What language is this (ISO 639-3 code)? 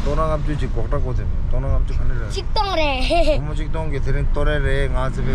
bod